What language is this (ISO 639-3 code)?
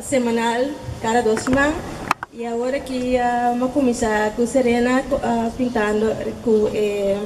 pap